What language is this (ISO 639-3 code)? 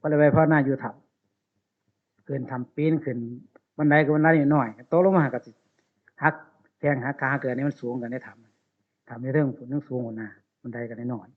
tts